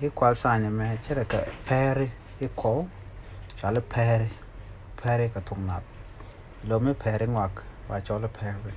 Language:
Nuer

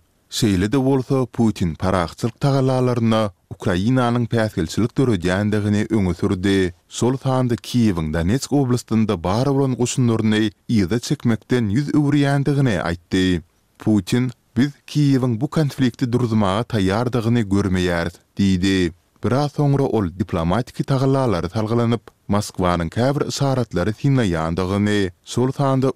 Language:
Turkmen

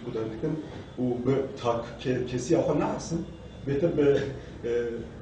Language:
Kurdish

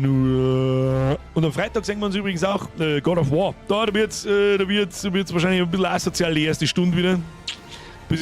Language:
Bavarian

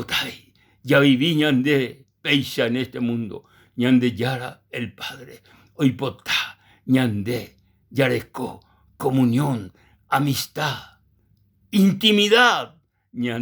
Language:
Guarani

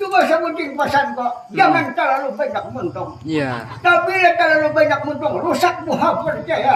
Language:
Banjar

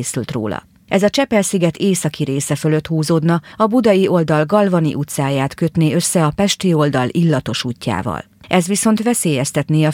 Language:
Hungarian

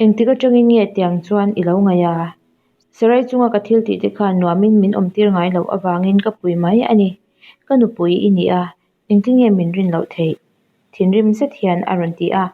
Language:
Mizo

